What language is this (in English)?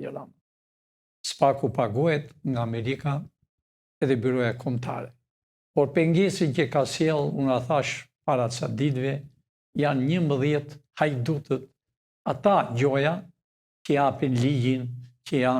Albanian